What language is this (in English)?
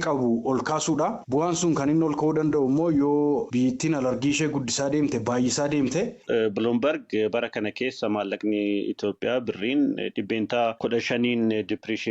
Oromo